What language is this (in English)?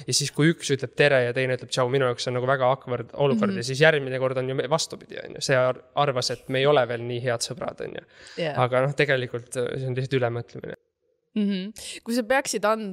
Estonian